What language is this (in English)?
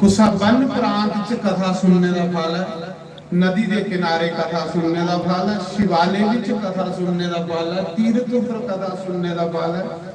Dogri